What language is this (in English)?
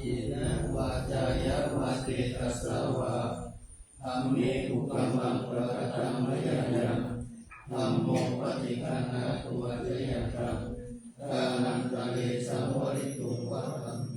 Pali